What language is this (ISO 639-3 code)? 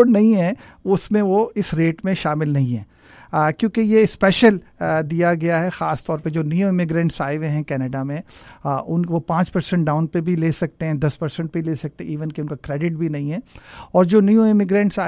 urd